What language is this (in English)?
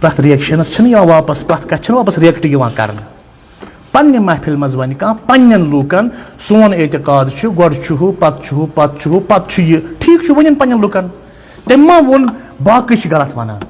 Kashmiri